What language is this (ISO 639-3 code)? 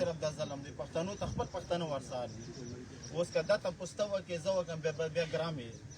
pus